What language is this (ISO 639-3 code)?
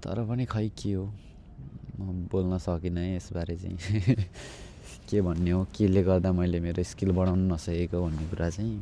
nep